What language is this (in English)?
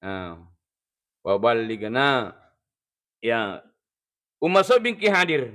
Buginese